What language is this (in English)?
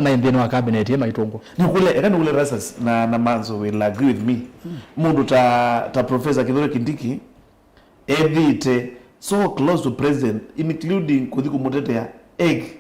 Kamba